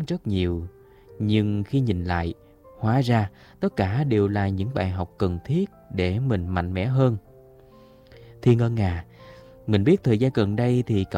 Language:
Vietnamese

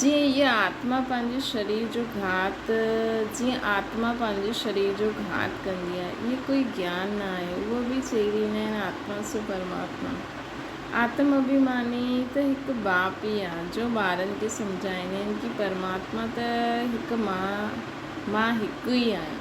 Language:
Sindhi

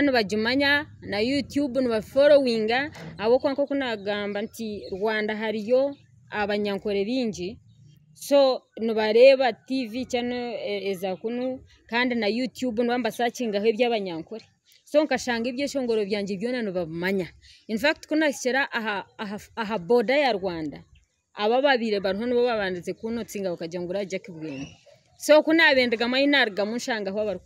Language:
Nyankole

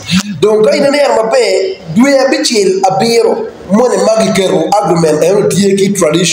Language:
Acoli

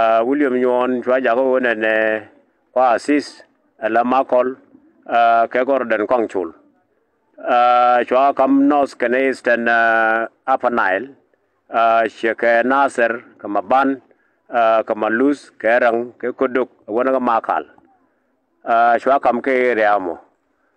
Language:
Nuer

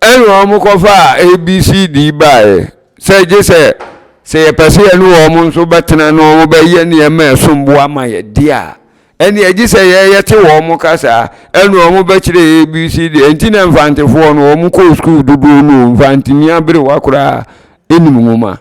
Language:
Akan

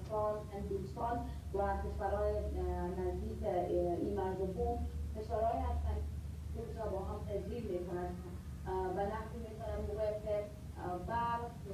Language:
Persian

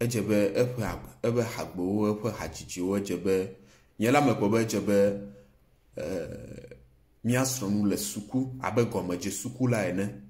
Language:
Ewe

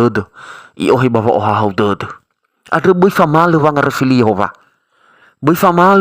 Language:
Nias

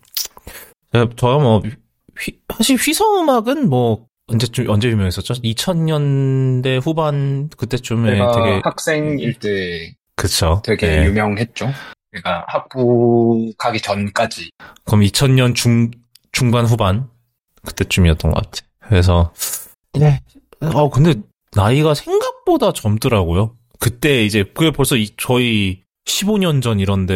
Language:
Korean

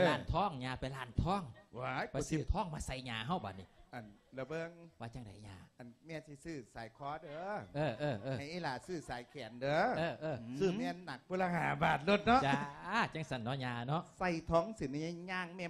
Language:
Lao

